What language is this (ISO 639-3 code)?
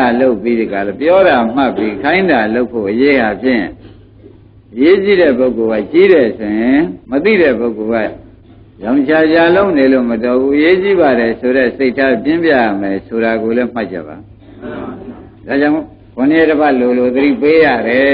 mya